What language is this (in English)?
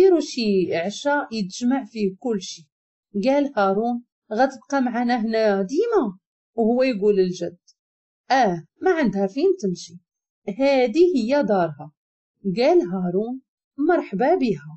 Moroccan Arabic